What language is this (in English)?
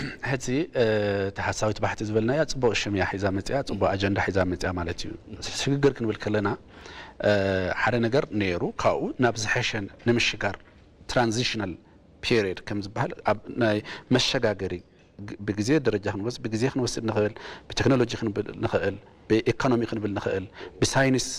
Tigrinya